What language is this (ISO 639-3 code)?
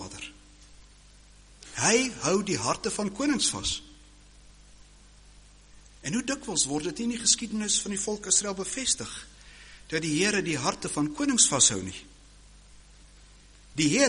afr